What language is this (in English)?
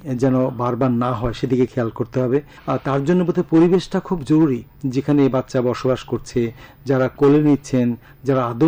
Bangla